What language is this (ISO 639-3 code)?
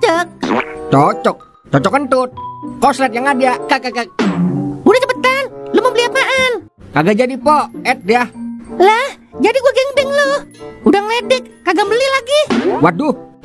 bew